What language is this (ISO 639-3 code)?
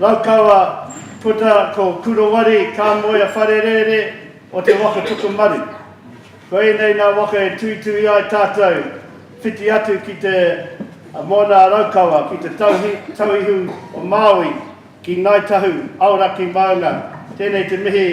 mri